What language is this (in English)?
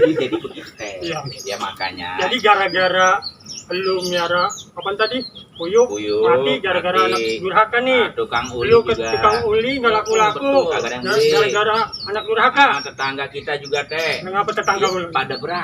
Betawi